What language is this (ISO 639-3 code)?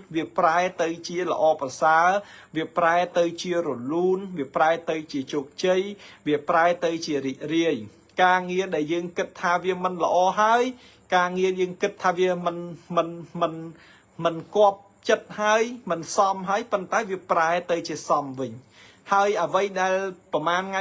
khm